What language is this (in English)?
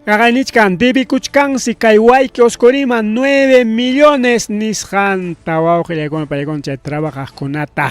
Ayacucho Quechua